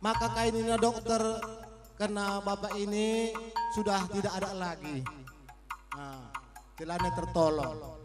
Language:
Batak Karo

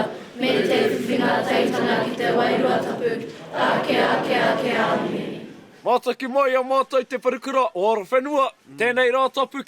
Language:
Māori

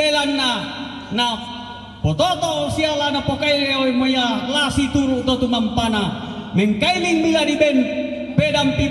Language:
Toraja-Sa'dan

